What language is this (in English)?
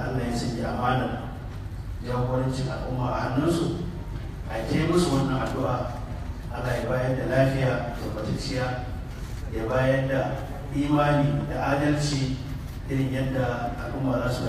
Hausa